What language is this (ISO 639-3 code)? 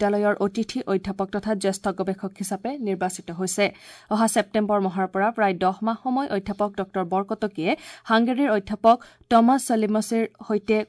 asm